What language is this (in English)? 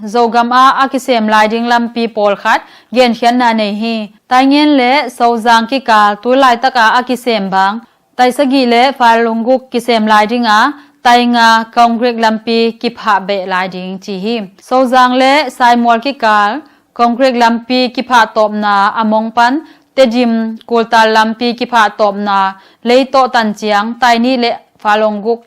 Tedim Chin